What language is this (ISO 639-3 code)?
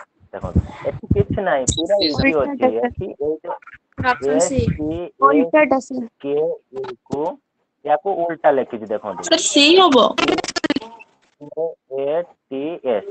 ori